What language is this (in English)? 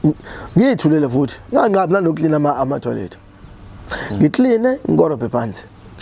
Zulu